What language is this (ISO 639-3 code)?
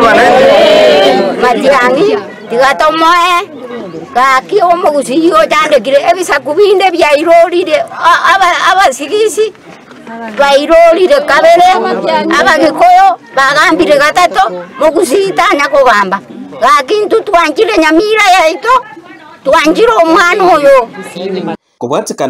guz